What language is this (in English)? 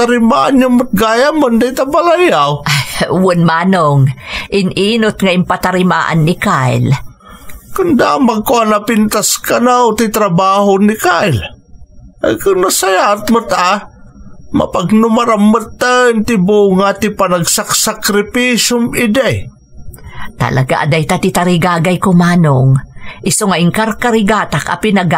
Iloko